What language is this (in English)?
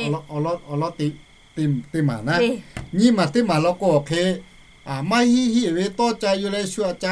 Lahu